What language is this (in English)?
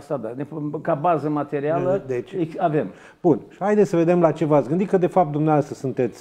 Romanian